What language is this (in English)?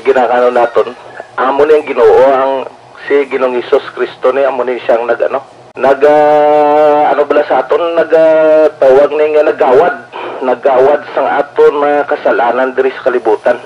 Hiligaynon